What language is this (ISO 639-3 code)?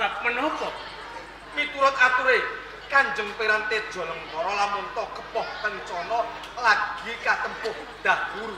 jav